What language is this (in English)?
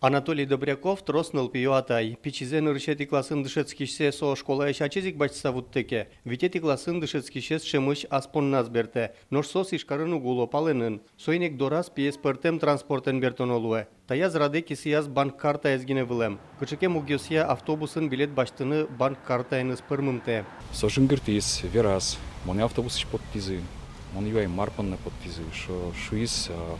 Udmurt